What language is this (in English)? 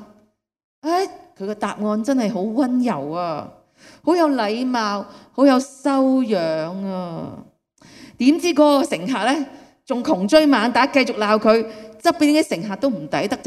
Cantonese